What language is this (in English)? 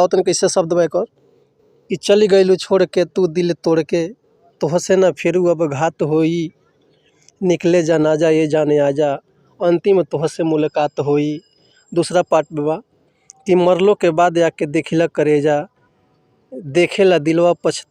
Bhojpuri